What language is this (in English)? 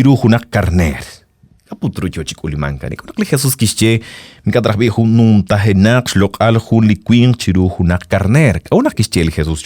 Kekchí